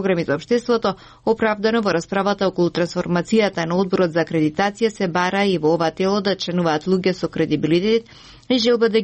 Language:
Macedonian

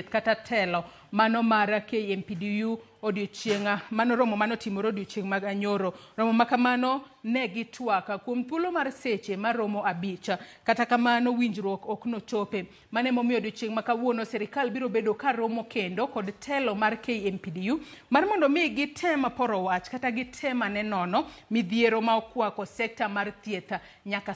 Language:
Luo (Kenya and Tanzania)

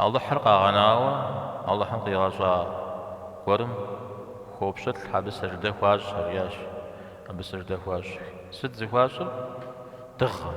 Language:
Kabardian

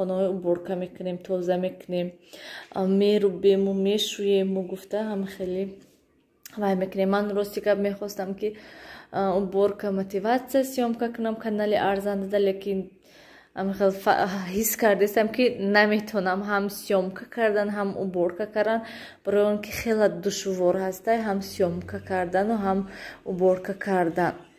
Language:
Tajik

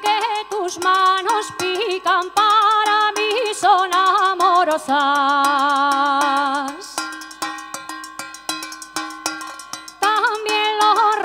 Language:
Spanish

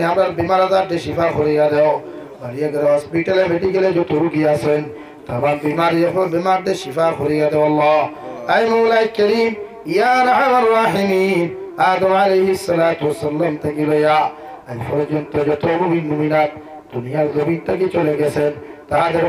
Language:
Sylheti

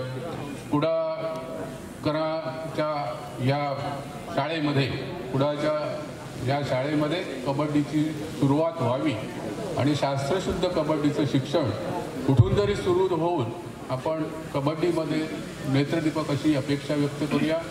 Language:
Marathi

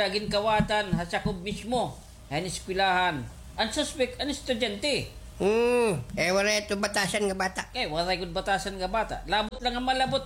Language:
Waray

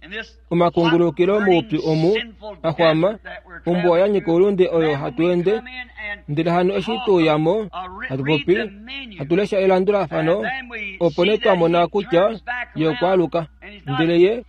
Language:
Kuanyama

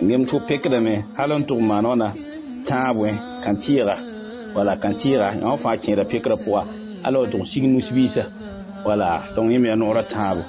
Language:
Mossi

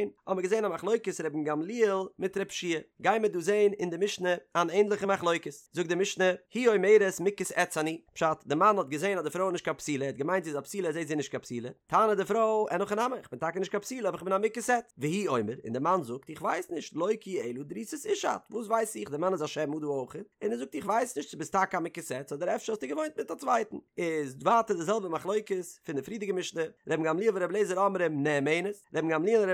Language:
Yiddish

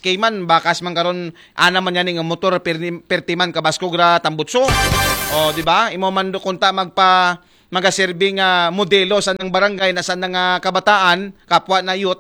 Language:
Aklanon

